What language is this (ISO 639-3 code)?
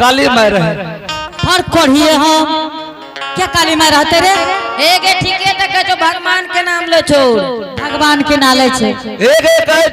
anp